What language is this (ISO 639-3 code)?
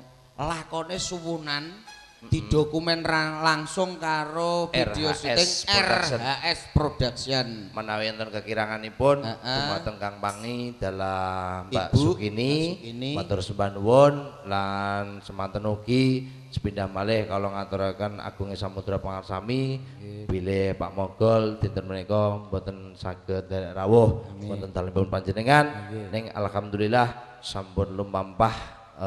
jav